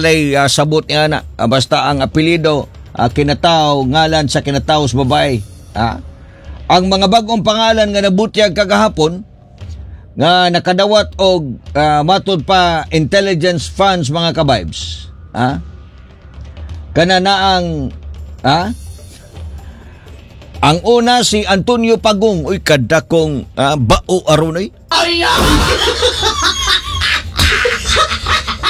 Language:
Cebuano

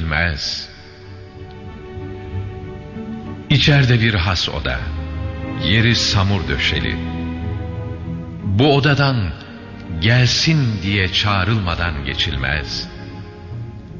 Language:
Turkish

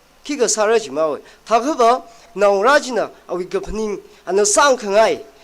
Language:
Tangkhul Naga (India)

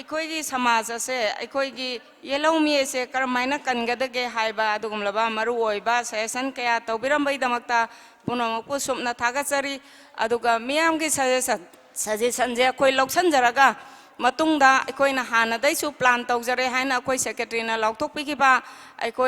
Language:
Manipuri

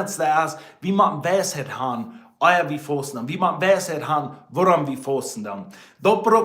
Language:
Plautdietsch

